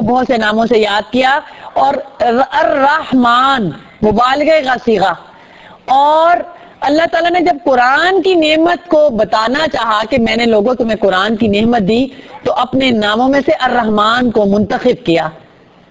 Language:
Urdu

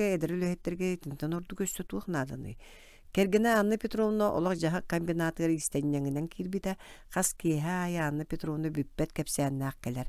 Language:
Yakut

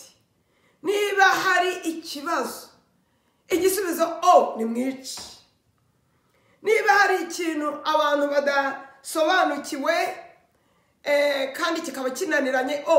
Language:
Kinyarwanda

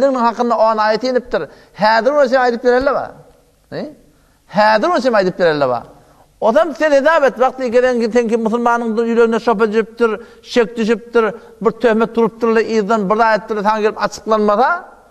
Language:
Turkmen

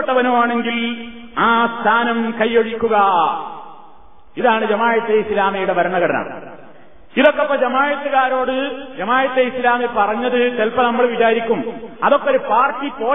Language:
Malayalam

